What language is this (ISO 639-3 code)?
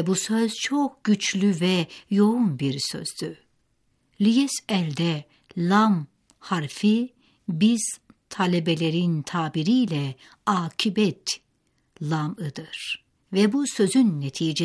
tur